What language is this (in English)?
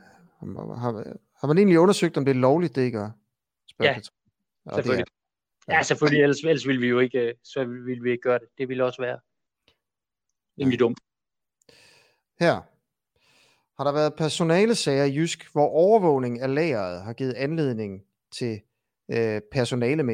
Danish